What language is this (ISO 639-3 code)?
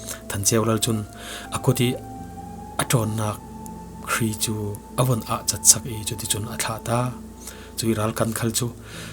cfm